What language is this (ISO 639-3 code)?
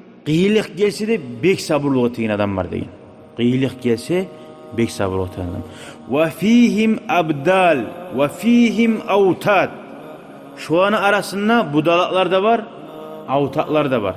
kum